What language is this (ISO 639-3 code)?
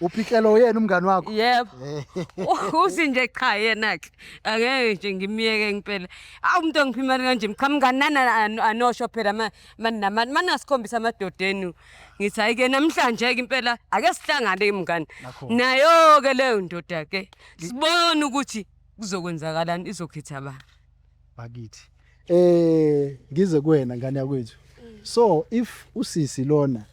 zul